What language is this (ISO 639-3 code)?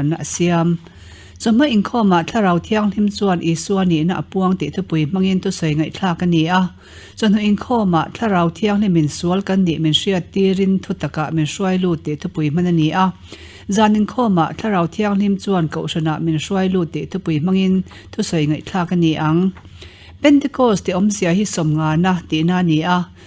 lus